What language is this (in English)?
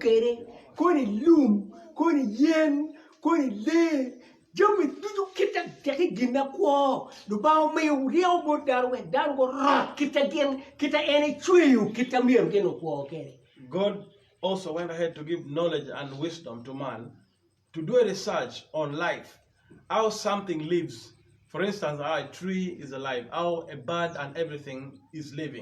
Acoli